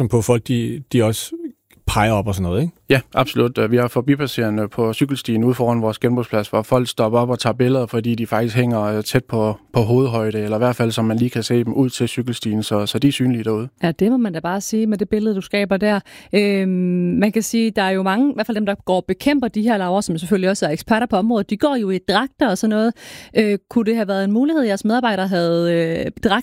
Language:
Danish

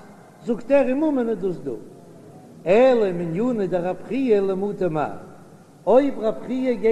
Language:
Yiddish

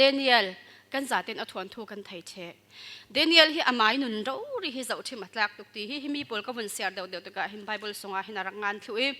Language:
Falam Chin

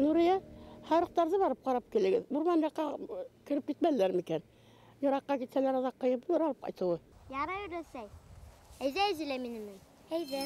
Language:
Bashkir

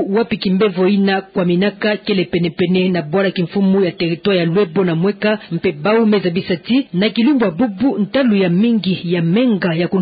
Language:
Kituba (Democratic Republic of Congo)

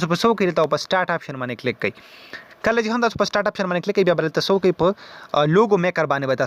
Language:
Pashto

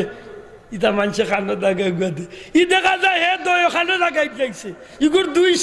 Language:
Sylheti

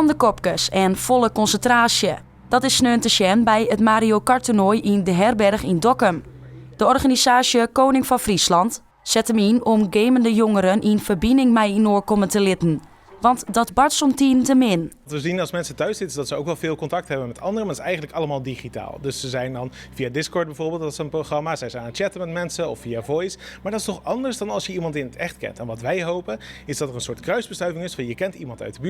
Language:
Western Frisian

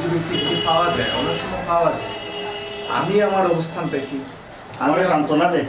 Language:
Sylheti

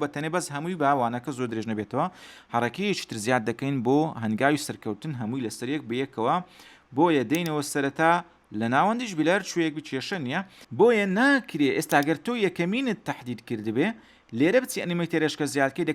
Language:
Central Kurdish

